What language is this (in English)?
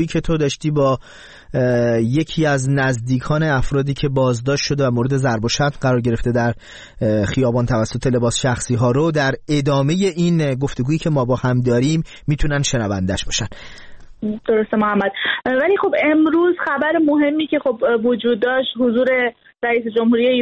Persian